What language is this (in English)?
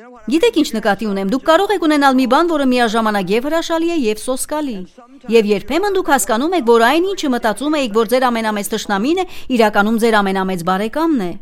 Armenian